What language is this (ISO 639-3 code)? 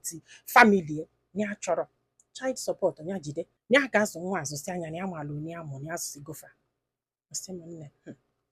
ibo